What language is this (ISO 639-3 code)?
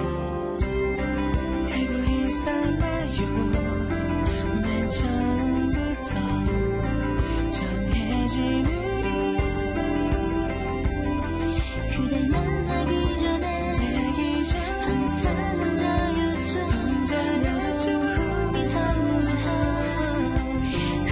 kor